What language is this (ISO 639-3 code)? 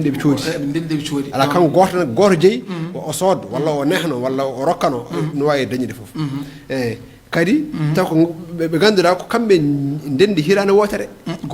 ful